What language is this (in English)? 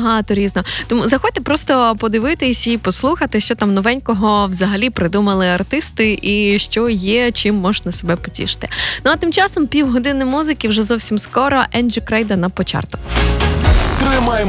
Ukrainian